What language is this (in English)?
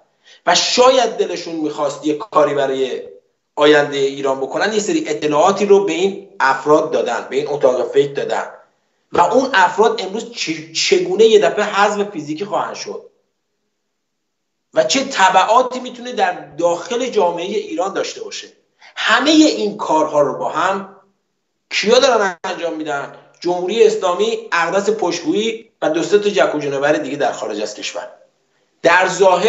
Persian